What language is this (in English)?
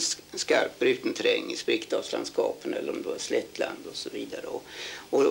Swedish